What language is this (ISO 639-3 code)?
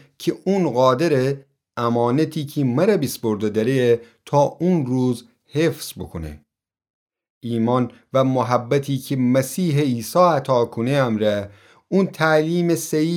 glk